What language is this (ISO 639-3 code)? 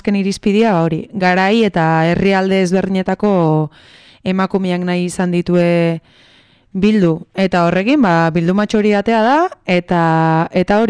eus